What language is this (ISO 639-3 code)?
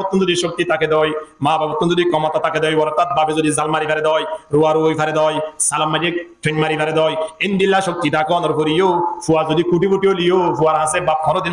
rhg